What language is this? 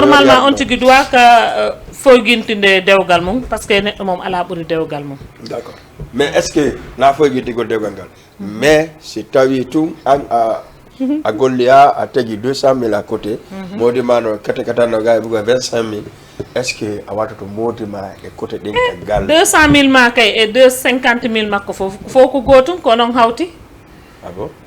Fula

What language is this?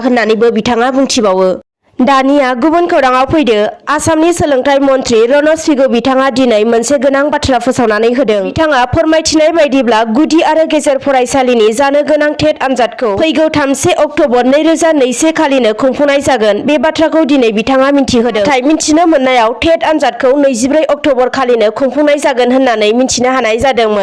Bodo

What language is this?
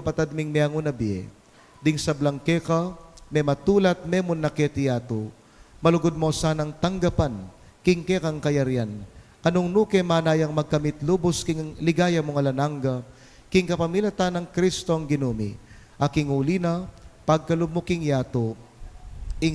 Pampanga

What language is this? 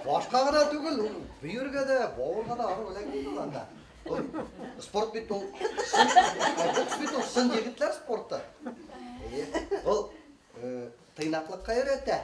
Bashkir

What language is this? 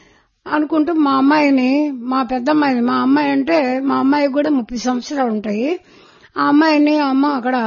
Telugu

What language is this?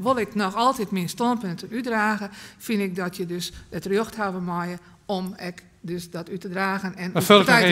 Western Frisian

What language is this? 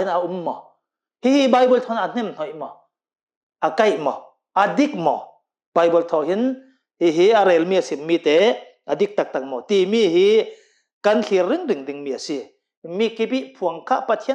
Hakha Chin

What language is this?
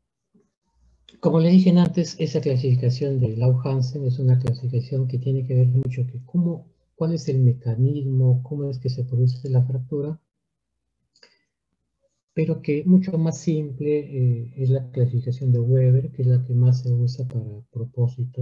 Spanish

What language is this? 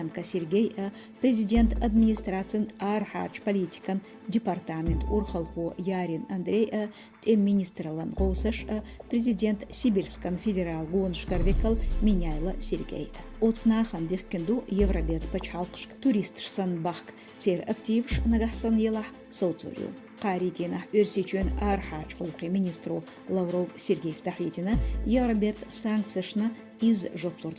Chechen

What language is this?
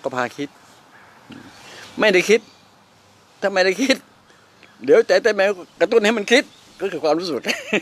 Thai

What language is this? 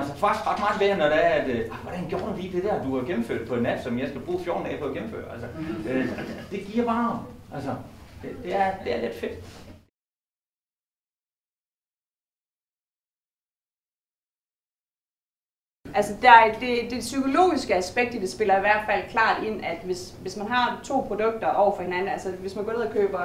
Danish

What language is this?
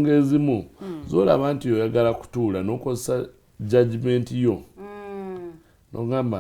Ganda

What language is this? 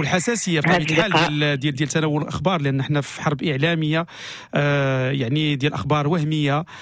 Moroccan Arabic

